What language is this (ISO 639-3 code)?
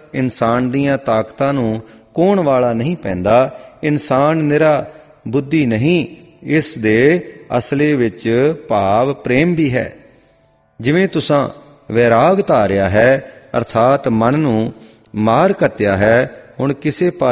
pan